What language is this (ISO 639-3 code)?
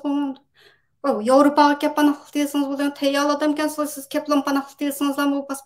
uig